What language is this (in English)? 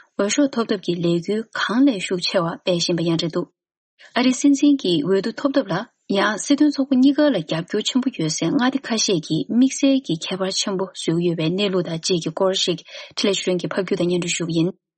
Tibetan